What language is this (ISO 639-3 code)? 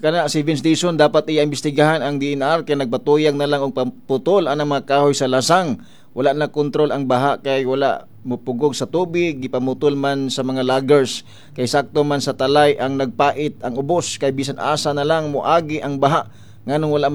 ceb